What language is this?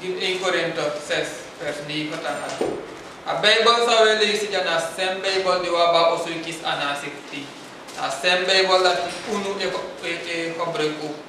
Sranan Tongo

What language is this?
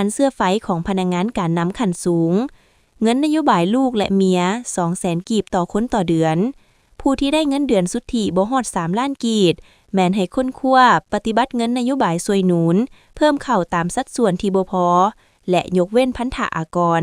Lao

